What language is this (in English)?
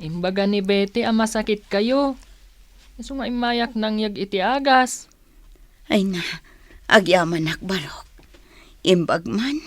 Iloko